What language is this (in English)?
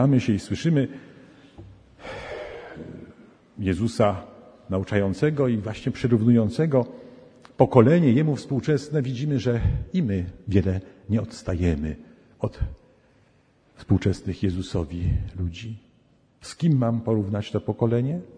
Polish